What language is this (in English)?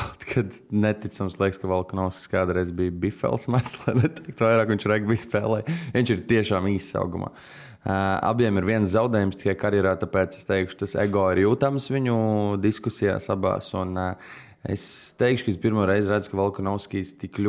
Latvian